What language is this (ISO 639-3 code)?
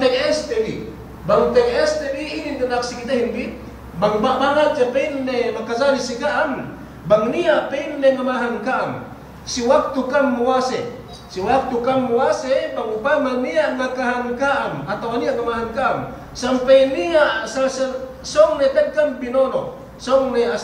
yka